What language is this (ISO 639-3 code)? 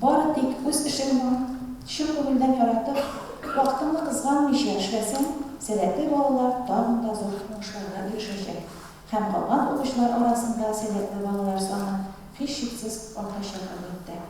tat